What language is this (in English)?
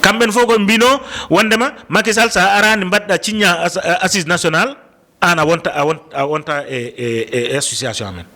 Fula